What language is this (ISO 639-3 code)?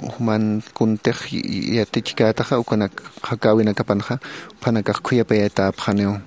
aym